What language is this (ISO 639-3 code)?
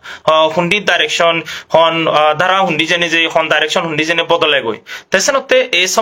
ccp